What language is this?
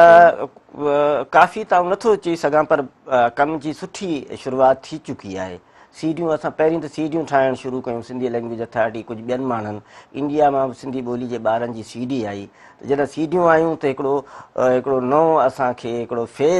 Sindhi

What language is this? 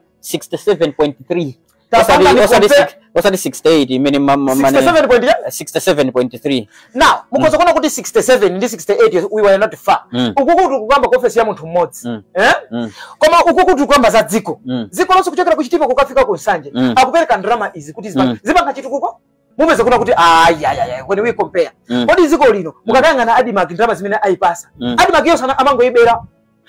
Nyanja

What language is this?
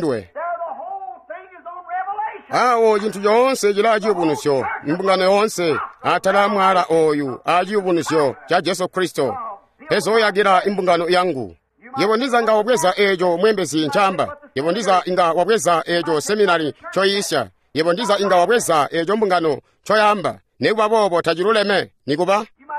Tonga (Zambia)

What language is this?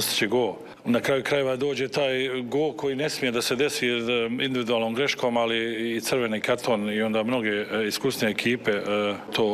Serbian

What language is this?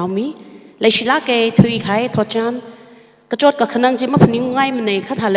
Tangkhul Naga (India)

